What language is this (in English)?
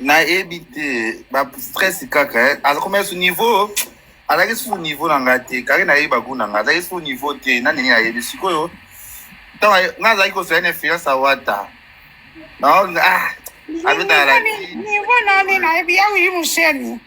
Lingala